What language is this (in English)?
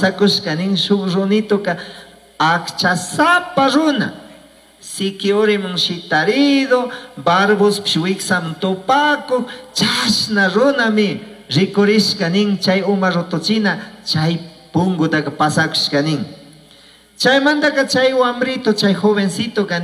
Chimborazo Highland Quichua